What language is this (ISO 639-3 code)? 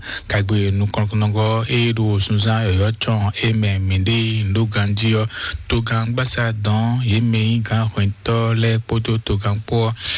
fon